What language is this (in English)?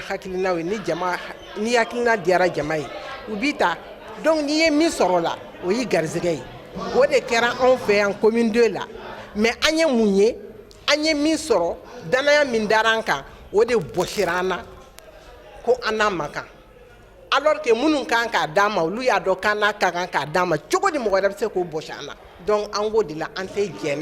Bambara